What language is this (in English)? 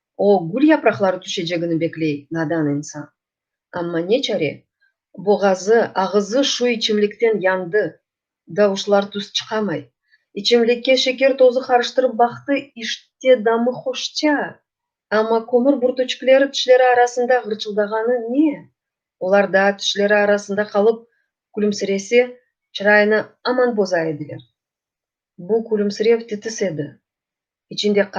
Crimean Tatar